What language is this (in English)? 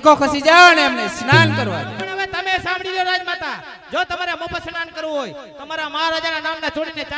Gujarati